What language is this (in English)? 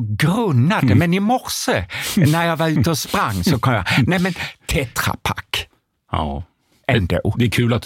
Swedish